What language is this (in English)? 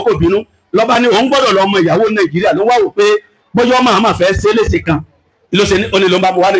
Yoruba